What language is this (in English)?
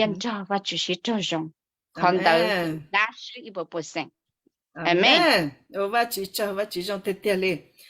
Hmong